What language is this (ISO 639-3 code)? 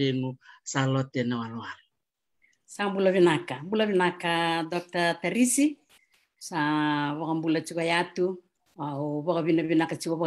fij